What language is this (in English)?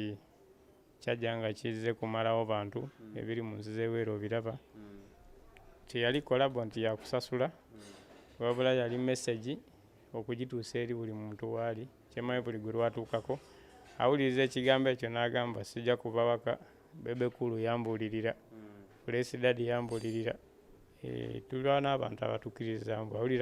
Ganda